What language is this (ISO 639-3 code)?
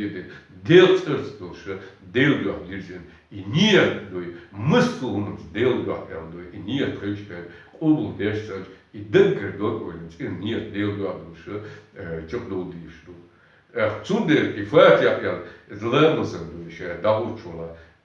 che